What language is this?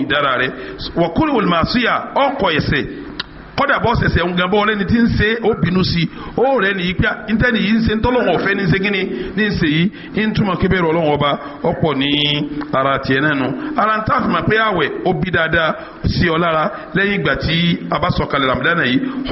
Yoruba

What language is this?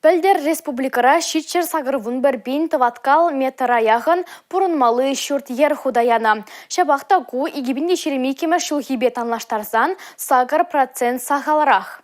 Chuvash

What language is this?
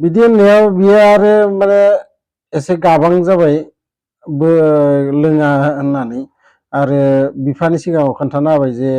Bodo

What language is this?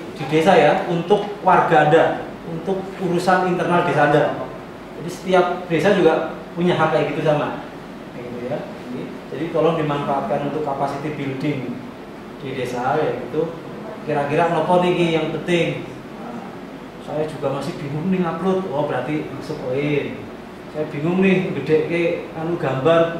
Indonesian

